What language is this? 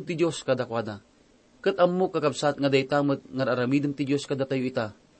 Iloko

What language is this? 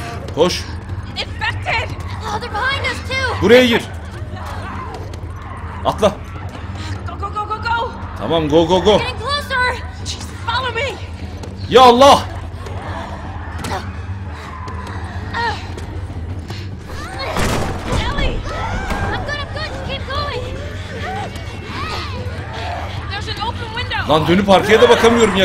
Turkish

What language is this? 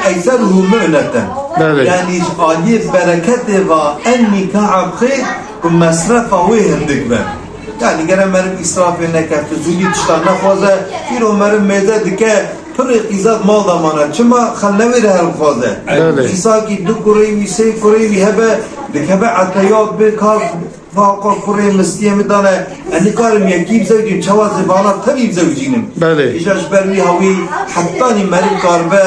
Kurdish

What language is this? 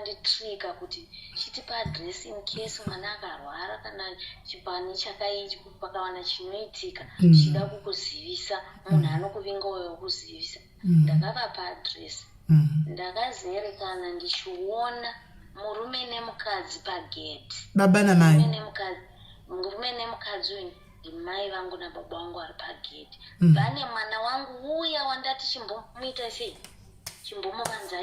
Shona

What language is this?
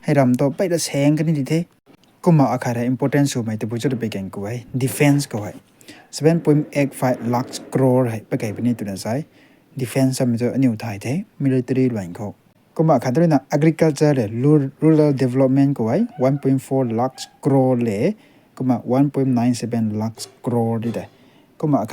Rongmei Naga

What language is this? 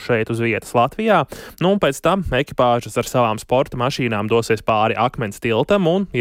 Latvian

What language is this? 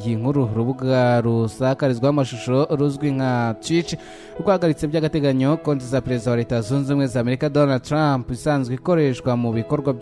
Kinyarwanda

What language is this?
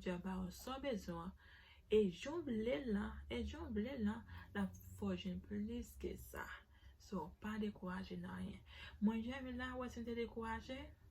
Haitian Creole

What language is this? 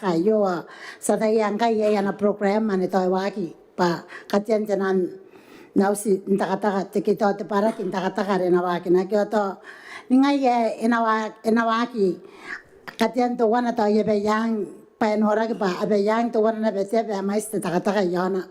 Gilbertese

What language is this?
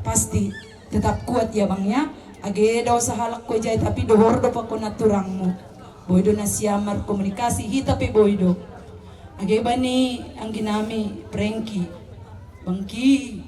Batak Simalungun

